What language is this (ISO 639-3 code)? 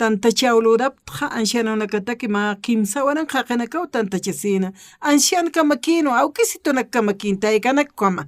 aym